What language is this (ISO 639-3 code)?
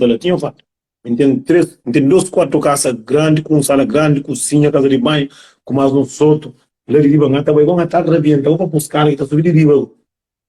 kea